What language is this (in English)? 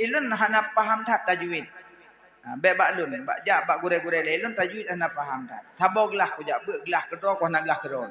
Achinese